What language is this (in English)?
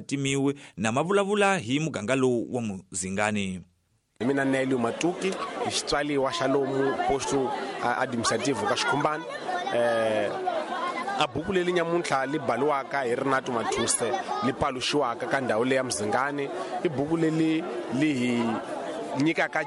Tsonga